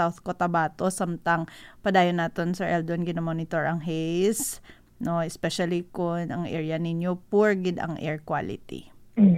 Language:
Hiligaynon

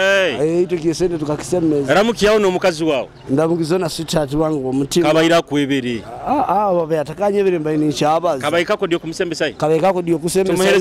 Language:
Nyoro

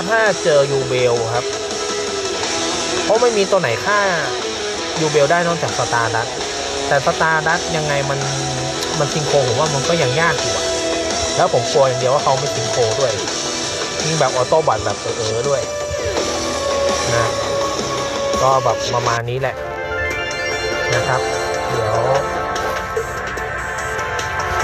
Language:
Thai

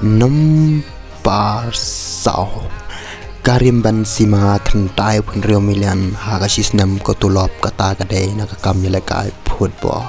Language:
Khasi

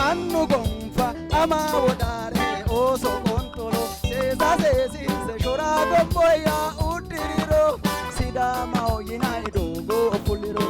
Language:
Sidamo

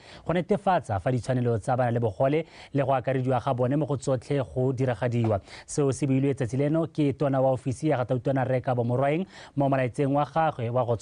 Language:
Tswana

